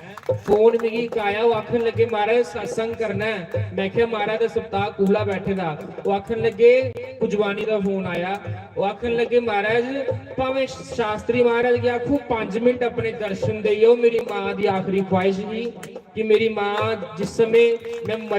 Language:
Dogri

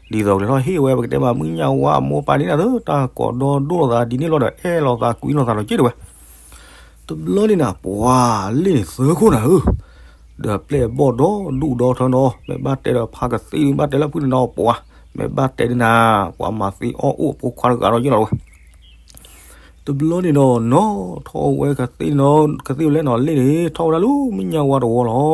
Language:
S'gaw Karen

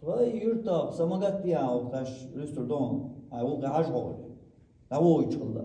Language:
Chechen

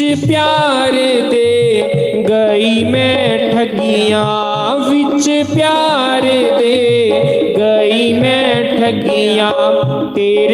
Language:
Dogri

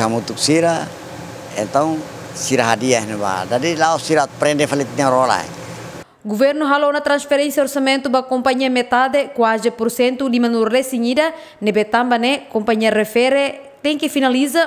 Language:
Tetum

